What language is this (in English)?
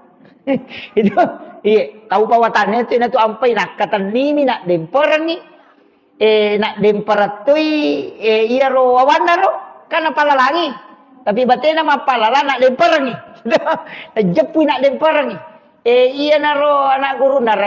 Buginese